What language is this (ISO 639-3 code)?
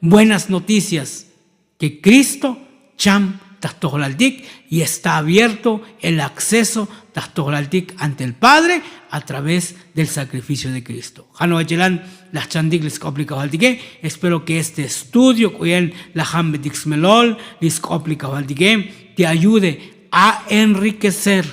tzo